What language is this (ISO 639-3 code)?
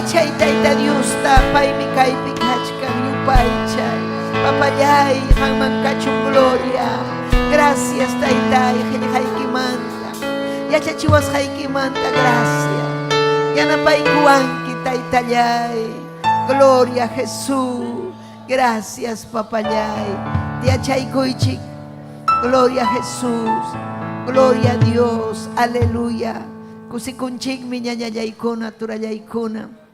quy